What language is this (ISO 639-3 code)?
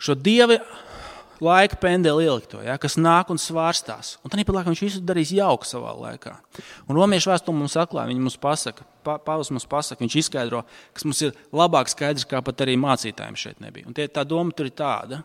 lav